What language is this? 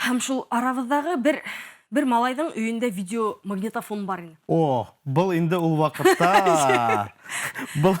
Bashkir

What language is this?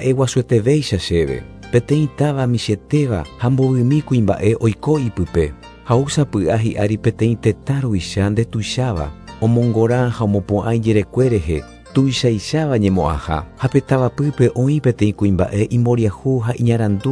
Guarani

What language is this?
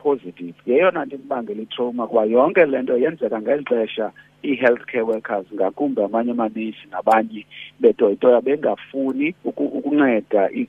Xhosa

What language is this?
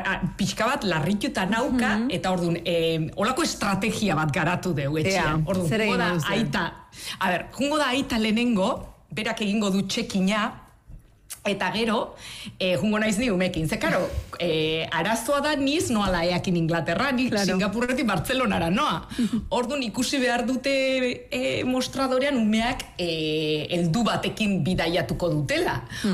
Basque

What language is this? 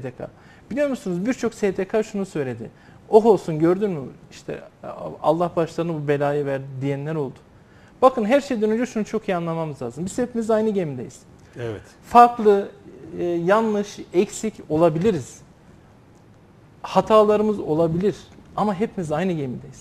Turkish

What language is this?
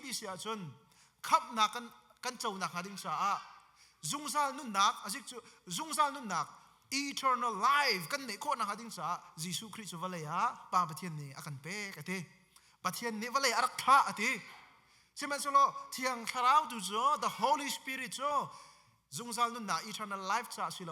Hakha Chin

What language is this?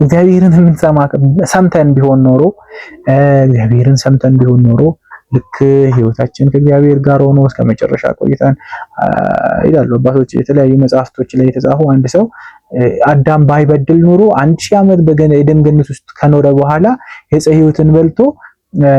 Amharic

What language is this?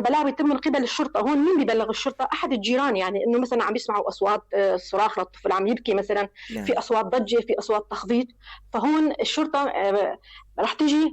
North Levantine Arabic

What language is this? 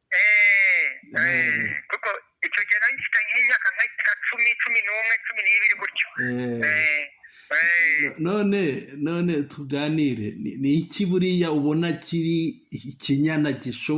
Kinyarwanda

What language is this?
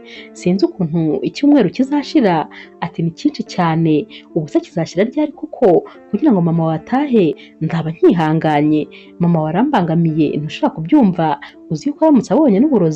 Kinyarwanda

